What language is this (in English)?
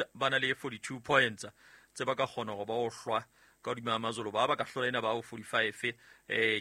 Southern Sotho